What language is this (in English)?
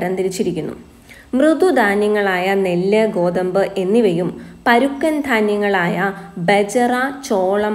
Malayalam